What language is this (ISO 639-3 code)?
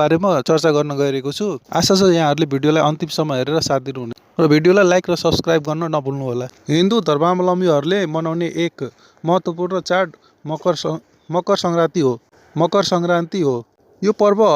nep